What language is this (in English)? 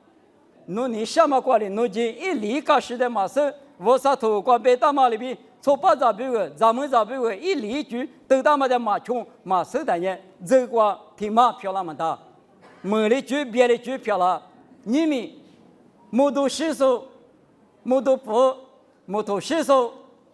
Lisu